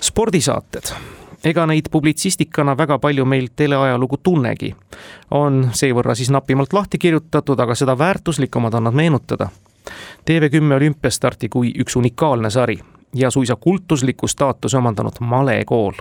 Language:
Estonian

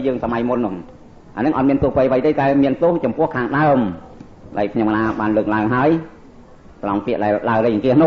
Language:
Khmer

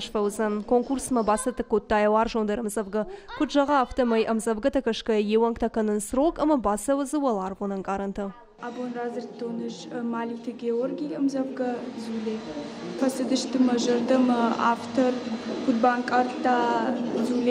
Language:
Ossetic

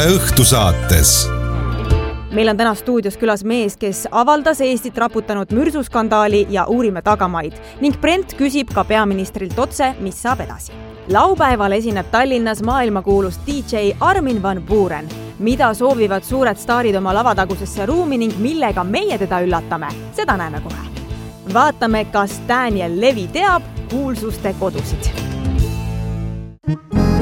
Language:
Estonian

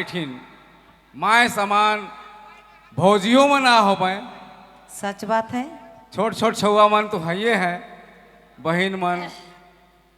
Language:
Sadri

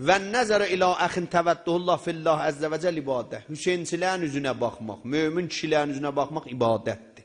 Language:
South Azerbaijani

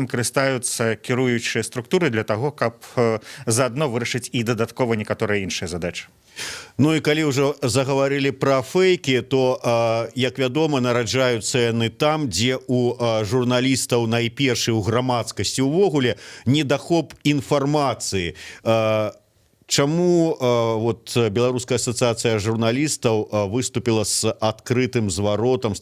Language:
Belarusian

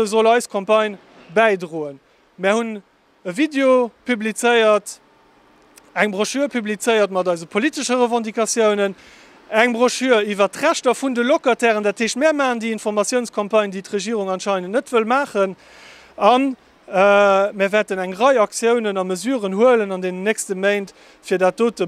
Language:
Luxembourgish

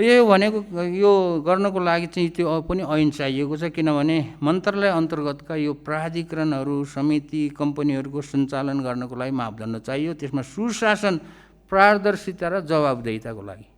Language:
Nepali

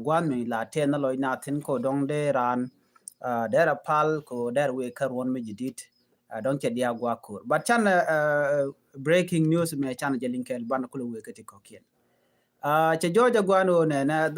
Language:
Nuer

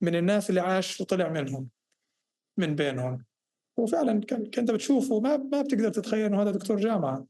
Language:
North Levantine Arabic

